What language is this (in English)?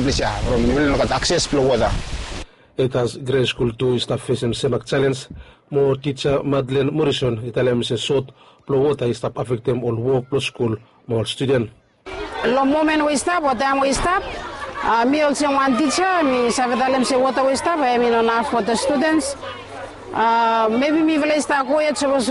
Bislama